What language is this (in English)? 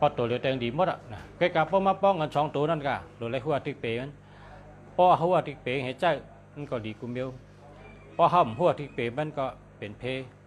Shan